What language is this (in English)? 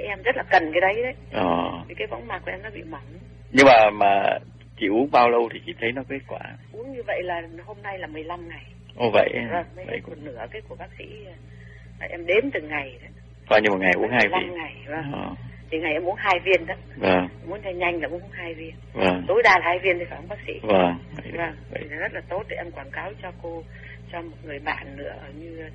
Vietnamese